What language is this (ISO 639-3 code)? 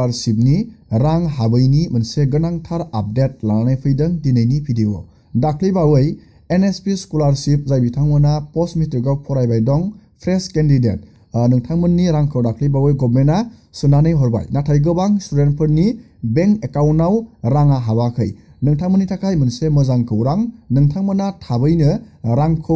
brx